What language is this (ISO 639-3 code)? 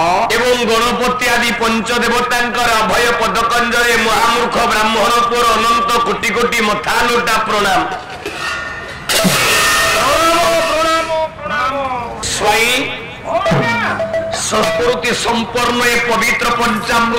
ori